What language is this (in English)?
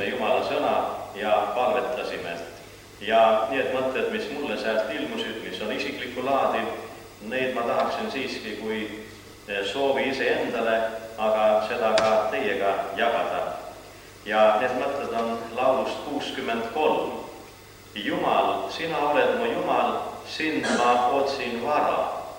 Estonian